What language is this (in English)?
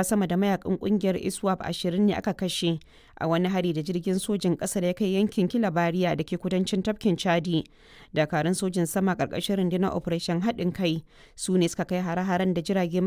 Hausa